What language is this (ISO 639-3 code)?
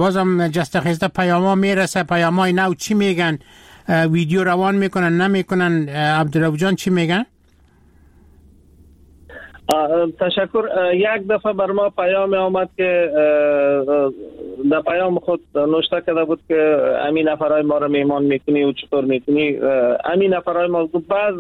fas